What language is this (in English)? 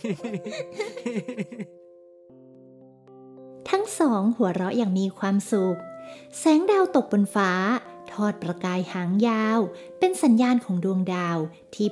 Thai